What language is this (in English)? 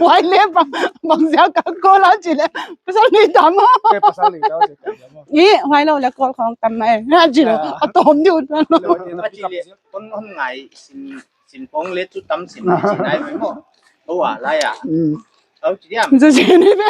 Paite Chin